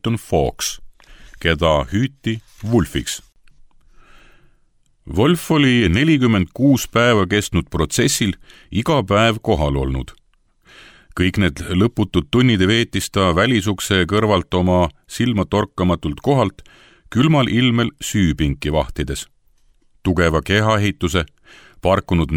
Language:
Estonian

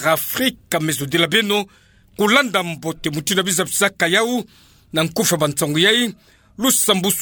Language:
Kituba (Democratic Republic of Congo)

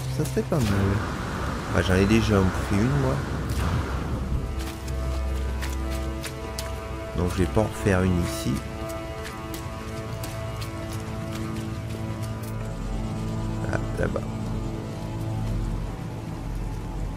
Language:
French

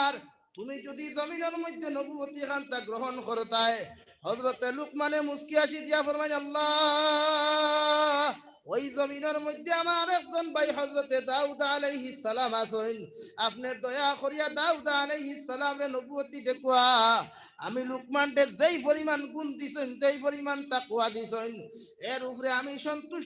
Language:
Sylheti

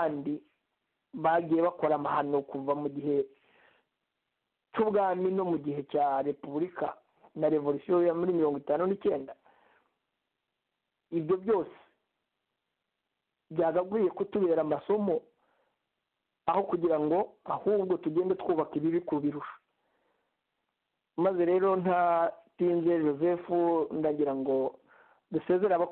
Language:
Kinyarwanda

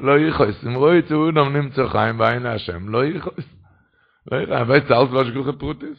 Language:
Yiddish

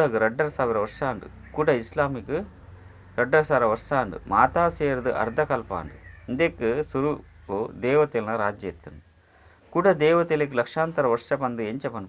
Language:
Tulu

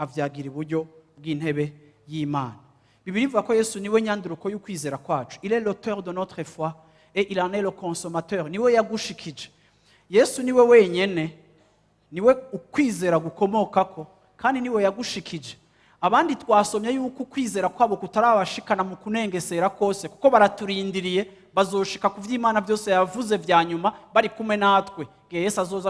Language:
Rundi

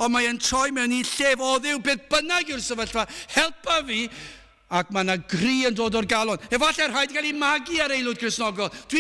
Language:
Welsh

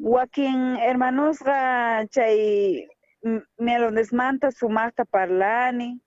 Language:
South Bolivian Quechua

